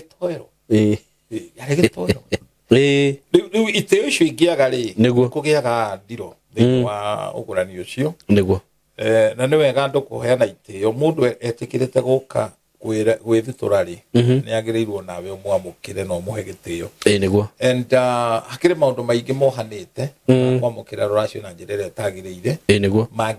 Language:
Kikuyu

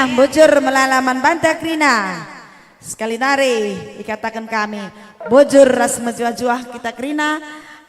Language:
Batak Karo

